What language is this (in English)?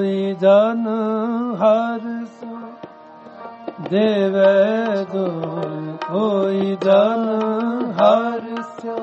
Punjabi